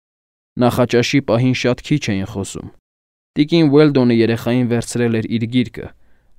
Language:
Armenian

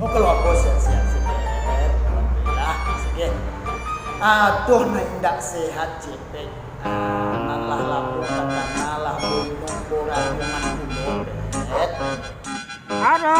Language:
Minangkabau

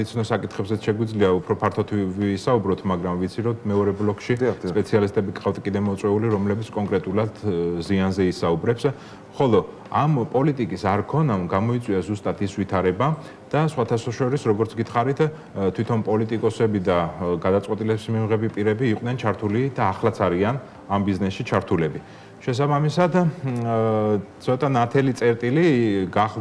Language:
Georgian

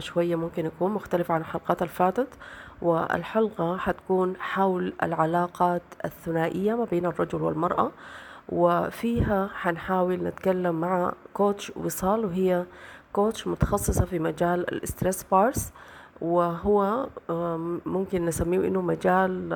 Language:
Sudanese Arabic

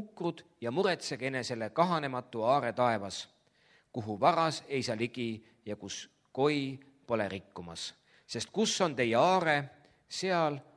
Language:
Estonian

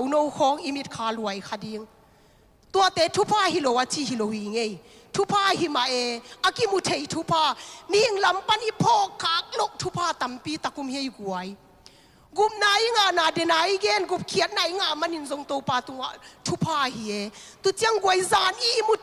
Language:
Tedim Chin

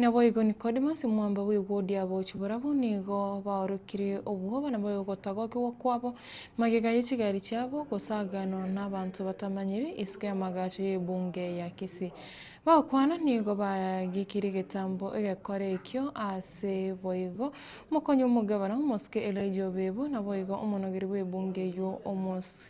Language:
Gusii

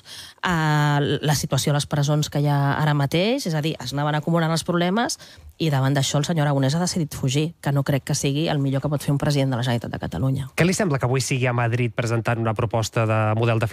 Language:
Catalan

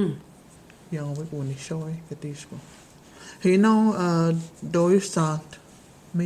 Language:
Cherokee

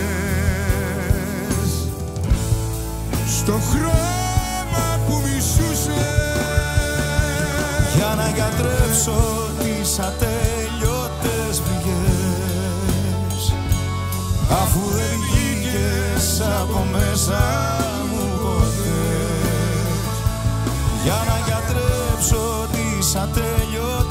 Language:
Greek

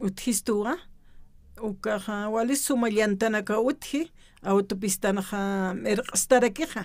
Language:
Aymara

